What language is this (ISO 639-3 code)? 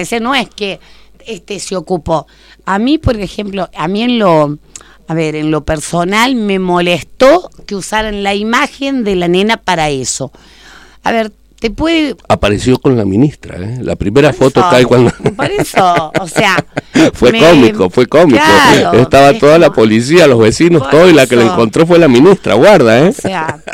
spa